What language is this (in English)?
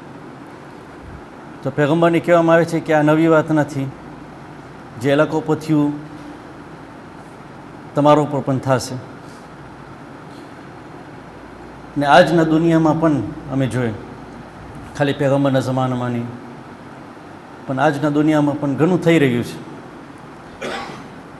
Gujarati